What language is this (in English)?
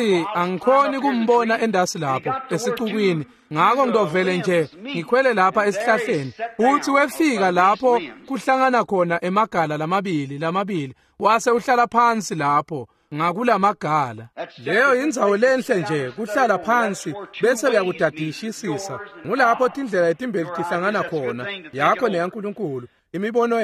Swati